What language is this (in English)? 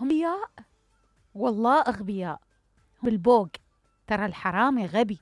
Mesopotamian Arabic